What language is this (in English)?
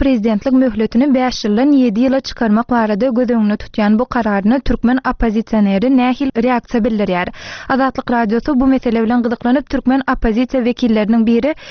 Turkmen